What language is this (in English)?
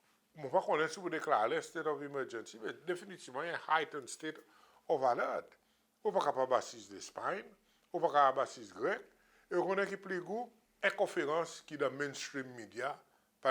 Seselwa Creole French